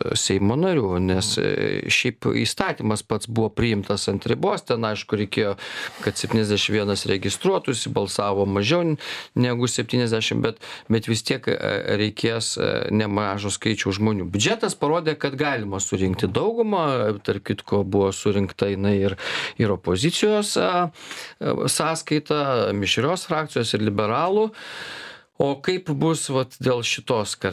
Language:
Lithuanian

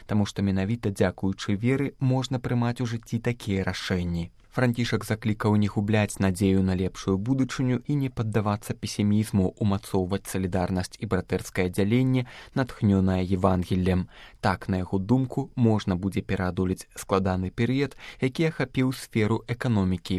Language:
Belarusian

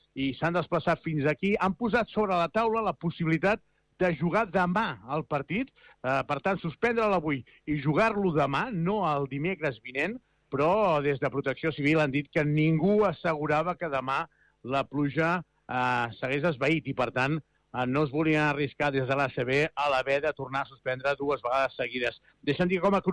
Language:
Catalan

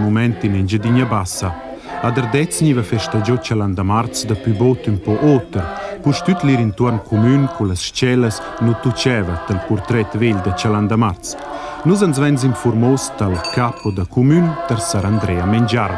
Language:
Romansh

